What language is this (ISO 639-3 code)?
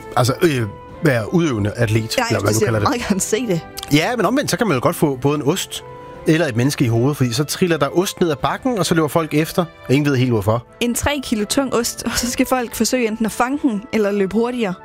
dan